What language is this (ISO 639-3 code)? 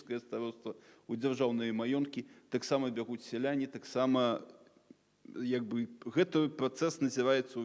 bel